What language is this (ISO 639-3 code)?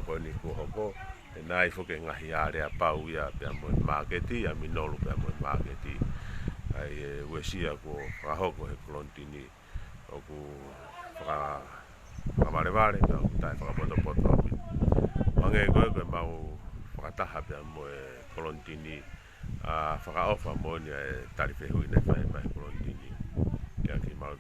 ton